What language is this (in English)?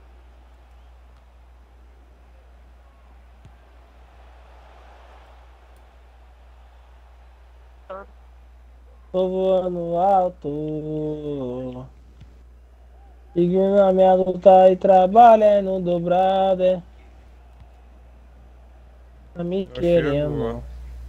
Portuguese